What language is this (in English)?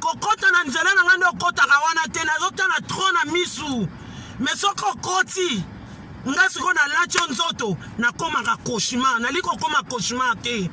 Lingala